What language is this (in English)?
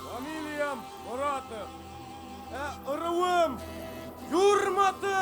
Bashkir